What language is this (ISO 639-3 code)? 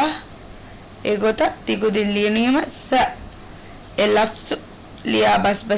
div